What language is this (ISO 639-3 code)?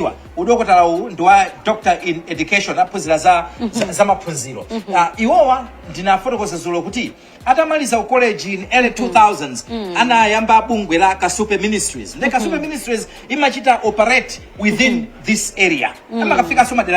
nya